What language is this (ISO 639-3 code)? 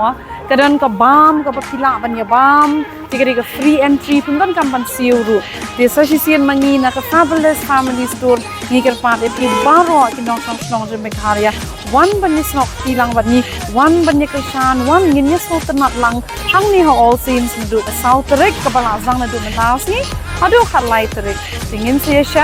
kha